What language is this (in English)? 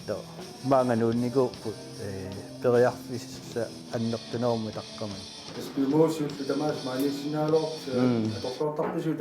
Kalaallisut